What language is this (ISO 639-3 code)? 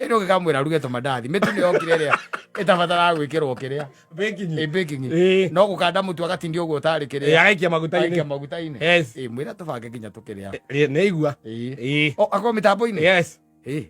kik